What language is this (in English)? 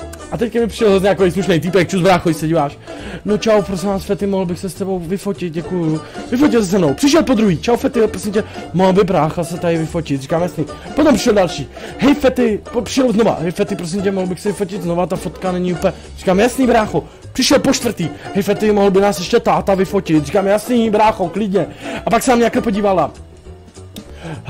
Czech